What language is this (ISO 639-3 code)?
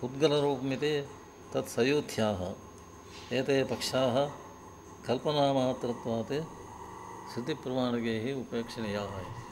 san